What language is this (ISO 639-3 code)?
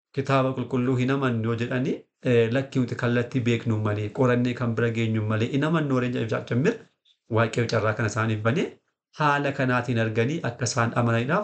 orm